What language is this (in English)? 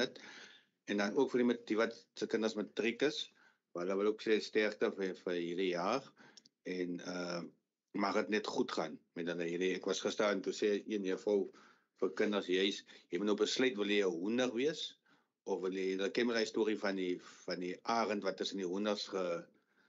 Afrikaans